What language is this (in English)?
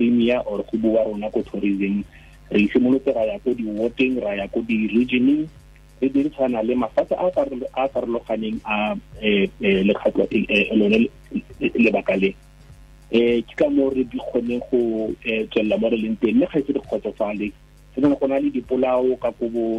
Tswana